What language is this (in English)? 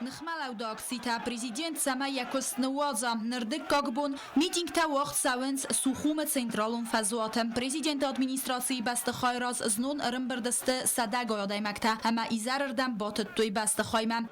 Ossetic